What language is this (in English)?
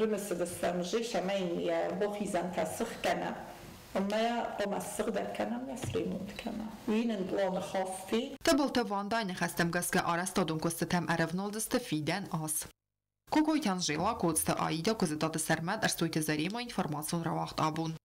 Ossetic